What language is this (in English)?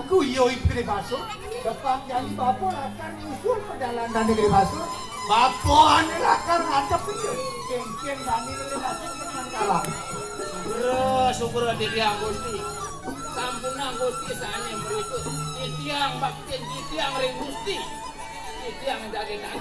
Balinese